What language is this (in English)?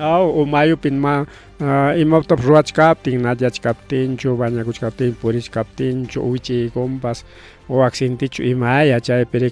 Ayacucho Quechua